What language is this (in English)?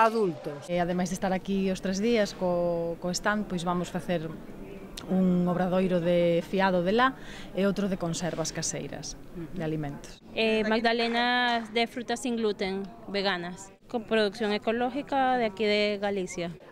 Galician